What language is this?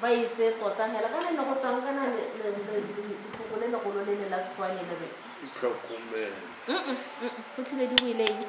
Tswana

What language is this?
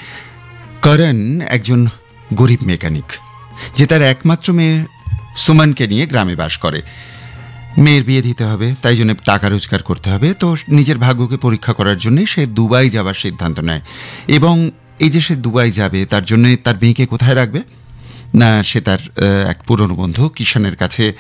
Bangla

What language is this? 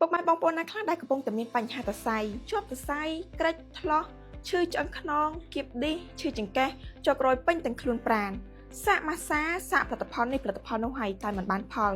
Khmer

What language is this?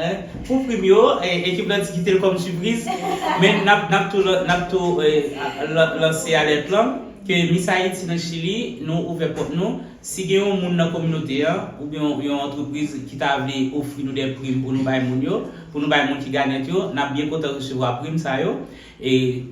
Haitian Creole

